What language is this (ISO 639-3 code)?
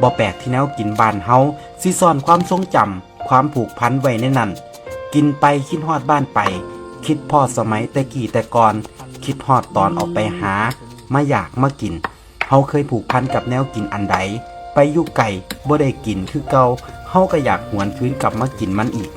tts